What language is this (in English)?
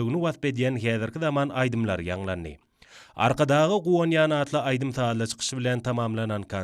Turkmen